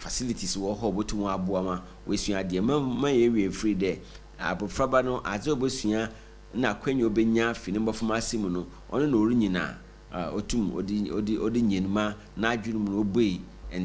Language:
Akan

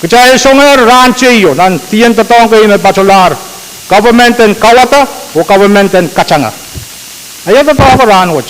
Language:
Pohnpeian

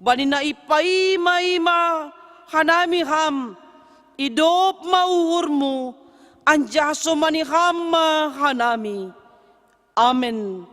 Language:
Batak Simalungun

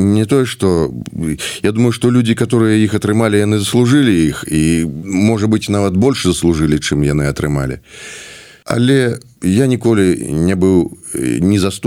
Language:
Belarusian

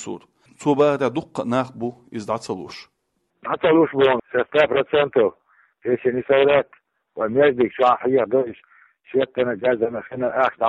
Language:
Chechen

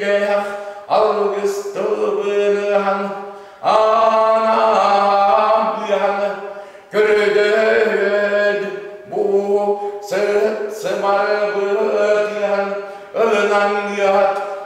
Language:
Yakut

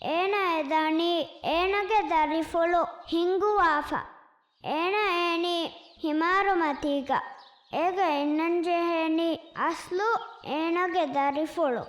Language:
Divehi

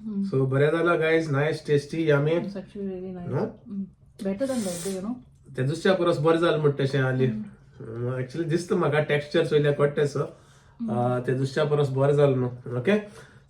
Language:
Konkani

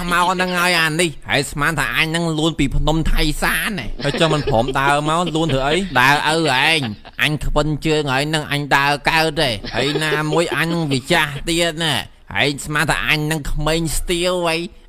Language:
Khmer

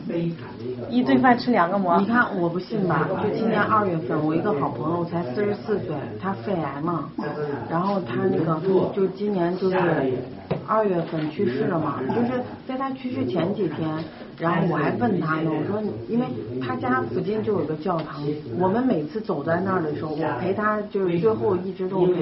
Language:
Chinese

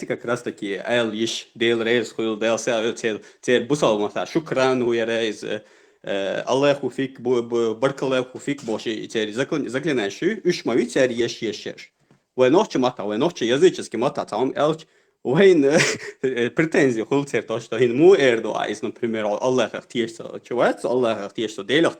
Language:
Chechen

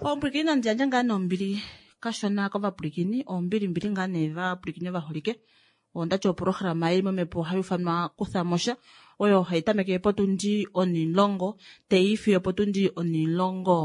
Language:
Kuanyama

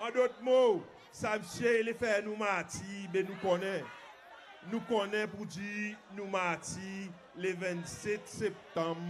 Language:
Seselwa Creole French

